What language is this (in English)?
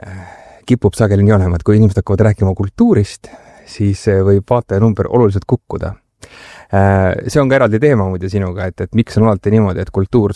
Estonian